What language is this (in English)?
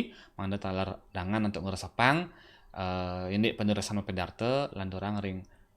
Balinese